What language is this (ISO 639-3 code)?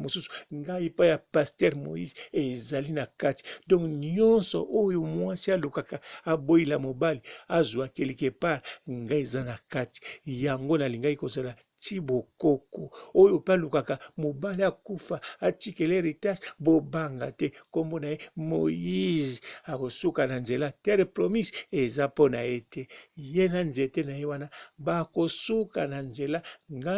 lin